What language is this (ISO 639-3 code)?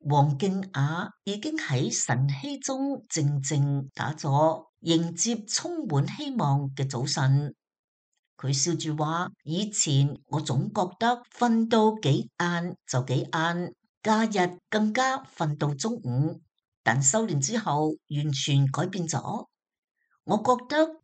yue